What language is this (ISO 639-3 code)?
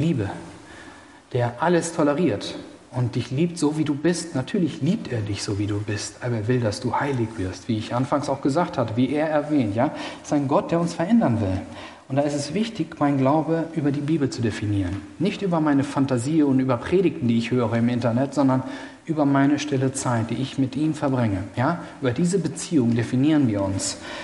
deu